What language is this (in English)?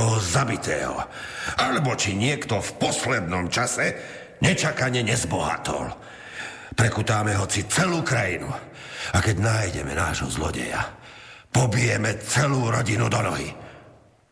Slovak